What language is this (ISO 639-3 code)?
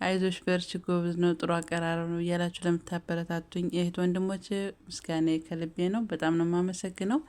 amh